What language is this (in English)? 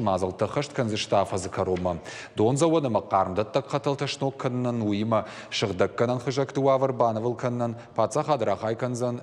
Ossetic